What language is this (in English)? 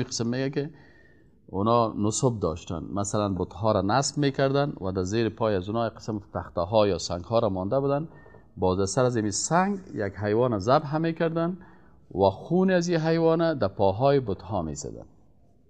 Persian